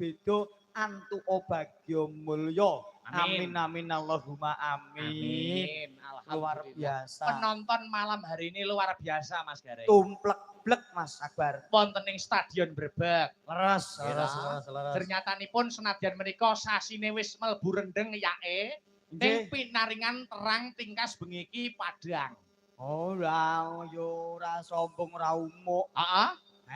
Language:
Javanese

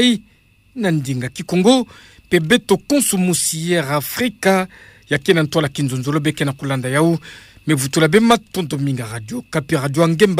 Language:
Kituba (Democratic Republic of Congo)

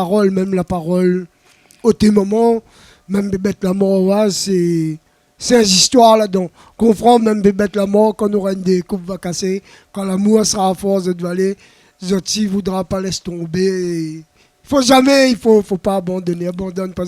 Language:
Réunion Creole French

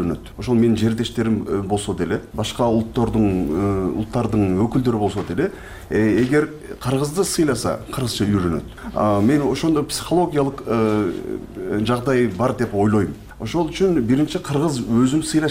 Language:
Kyrgyz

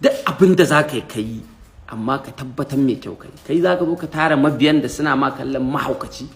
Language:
Hausa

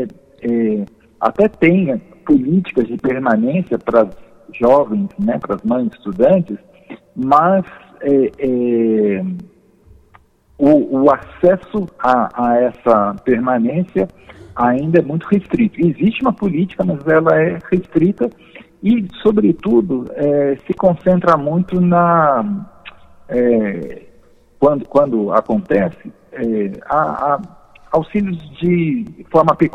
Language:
Portuguese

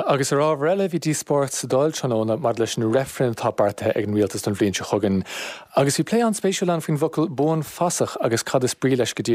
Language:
Irish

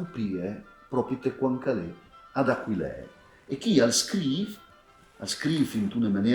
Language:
Friulian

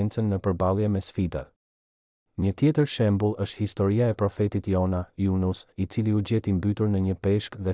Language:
Albanian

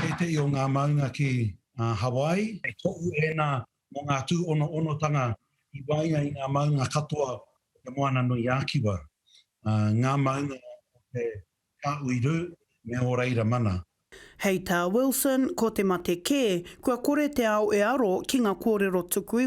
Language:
Māori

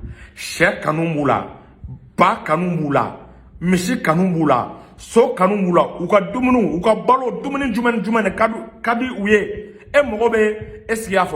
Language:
Bambara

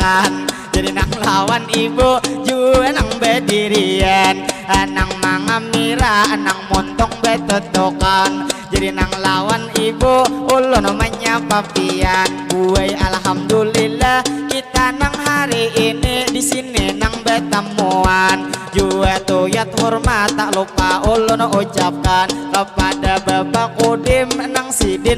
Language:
Banjar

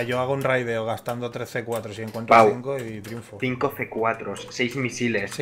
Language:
Spanish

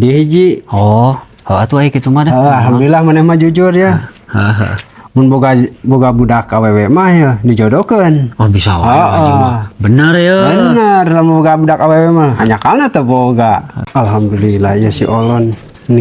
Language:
Sundanese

